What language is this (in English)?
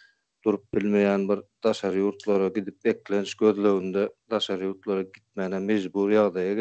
Turkmen